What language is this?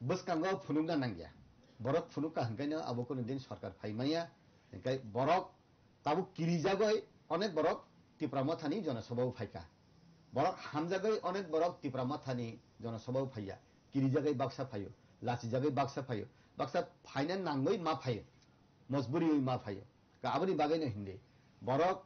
Kok Borok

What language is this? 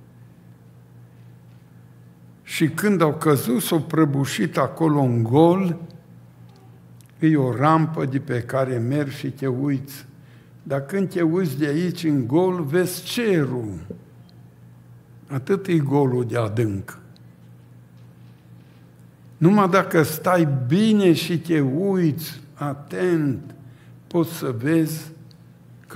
Romanian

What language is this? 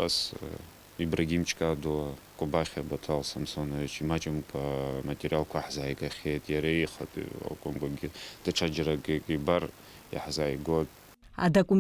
Abkhazian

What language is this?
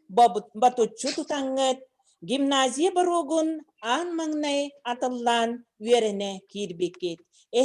Yakut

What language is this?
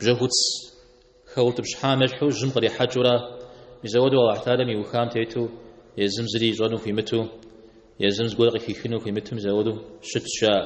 Kabardian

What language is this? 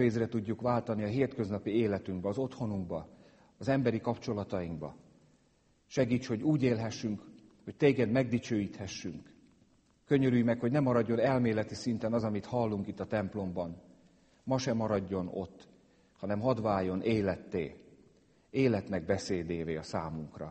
Hungarian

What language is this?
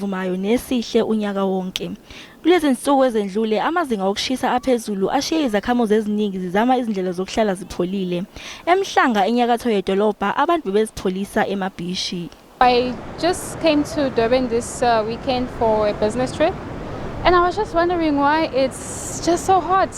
Zulu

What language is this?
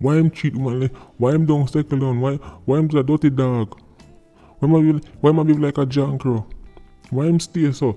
Jamaican Creole English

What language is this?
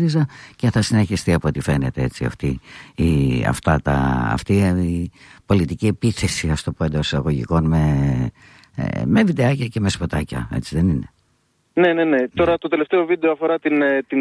Greek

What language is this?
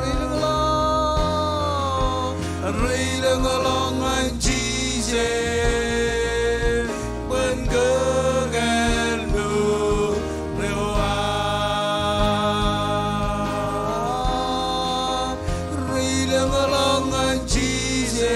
Marshallese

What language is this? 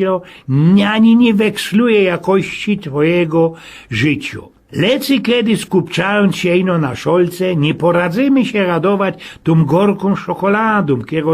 Silesian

